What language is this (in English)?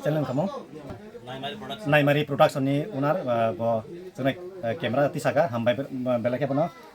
Kok Borok